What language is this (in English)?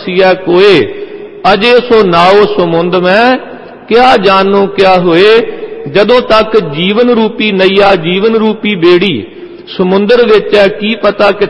Punjabi